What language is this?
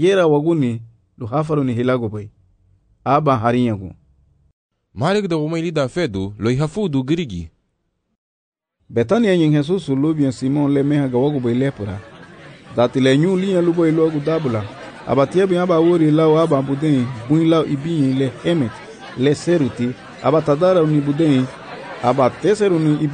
Garifuna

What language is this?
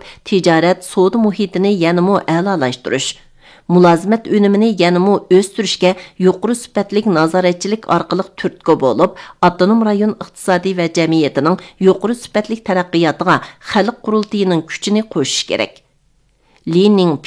Uyghur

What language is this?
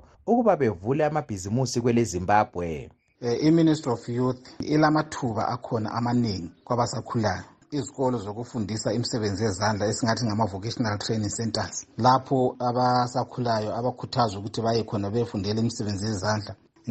North Ndebele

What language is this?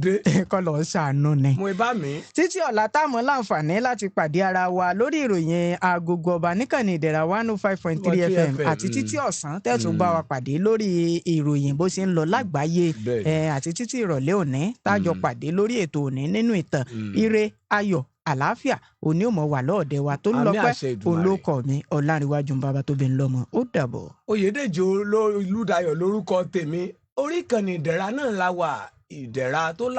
Yoruba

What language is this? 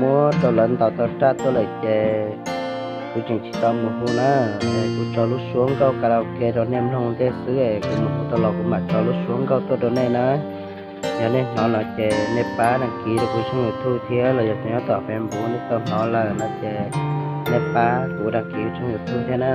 Hmong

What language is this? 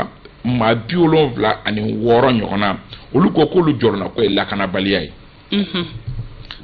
Bambara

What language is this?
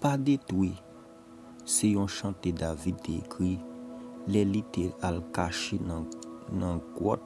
Haitian Creole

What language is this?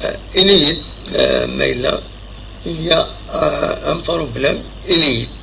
Kabyle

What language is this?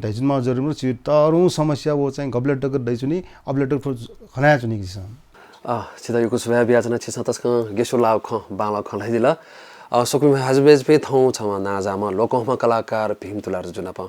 Newari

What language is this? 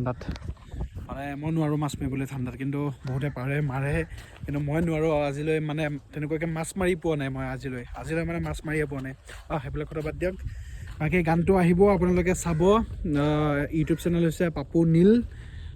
Assamese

